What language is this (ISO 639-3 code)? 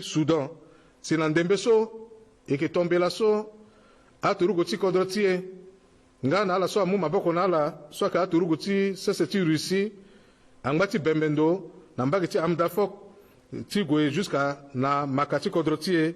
sag